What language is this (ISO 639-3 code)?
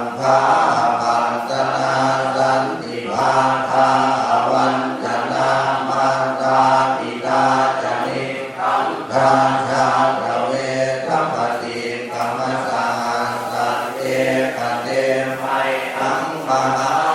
pli